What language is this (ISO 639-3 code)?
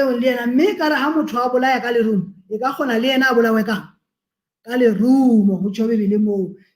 sot